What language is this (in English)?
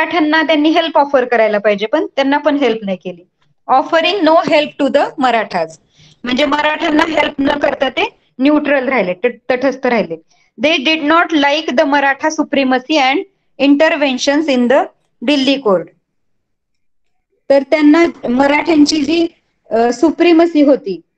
Marathi